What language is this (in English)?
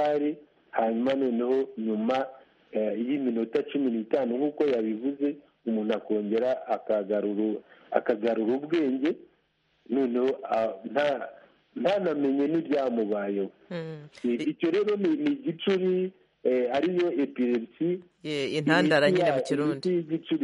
Kinyarwanda